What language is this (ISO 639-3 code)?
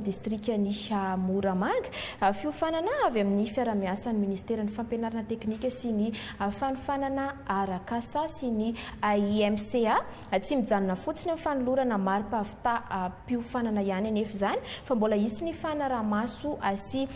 mlg